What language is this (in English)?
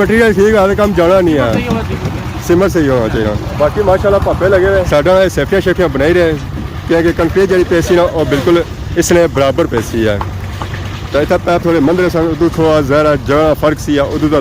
Pahari-Potwari